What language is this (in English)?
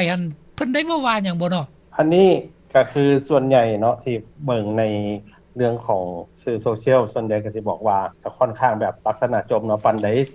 Lao